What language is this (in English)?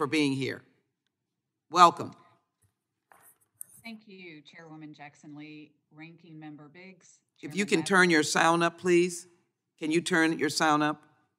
English